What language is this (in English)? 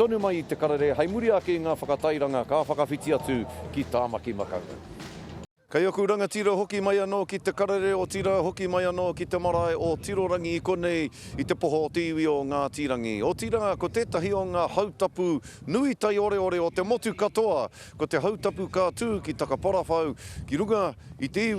Māori